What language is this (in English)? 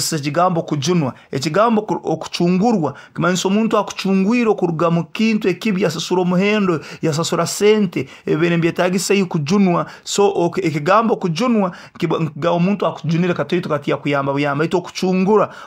Nyoro